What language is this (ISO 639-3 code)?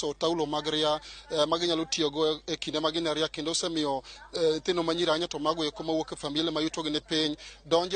luo